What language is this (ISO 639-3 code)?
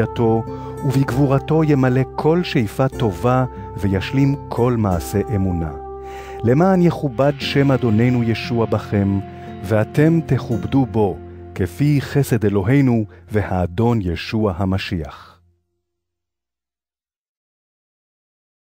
heb